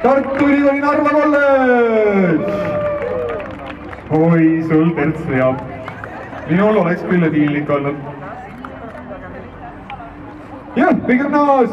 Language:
Estonian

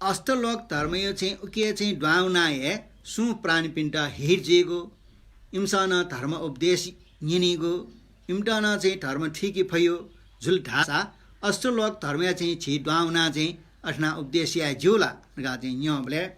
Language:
Newari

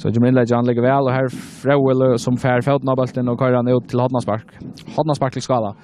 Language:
Faroese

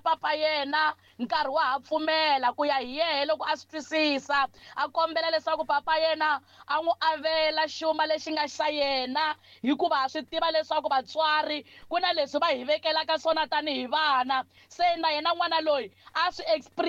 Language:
Tsonga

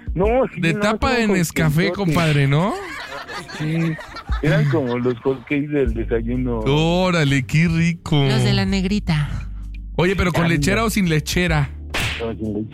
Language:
Spanish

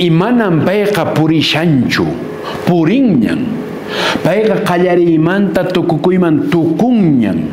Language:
Quechua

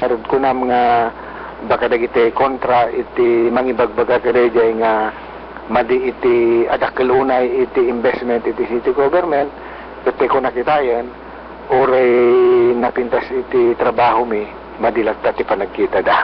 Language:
Iloko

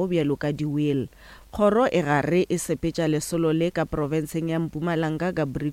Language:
Northern Sotho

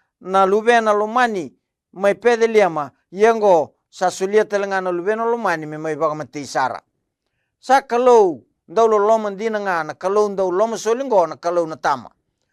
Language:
Fijian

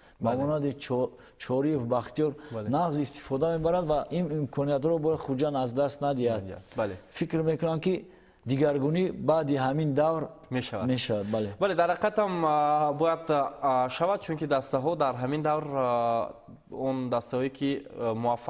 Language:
Tajik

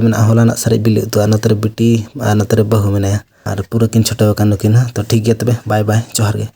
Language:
Santali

